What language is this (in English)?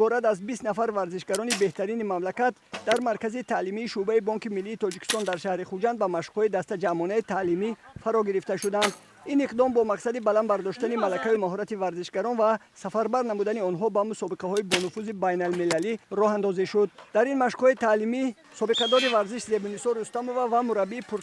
Tajik